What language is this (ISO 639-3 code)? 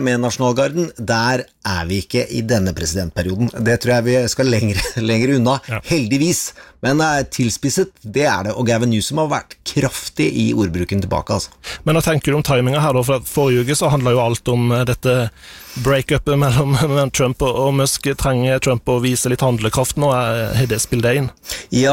nor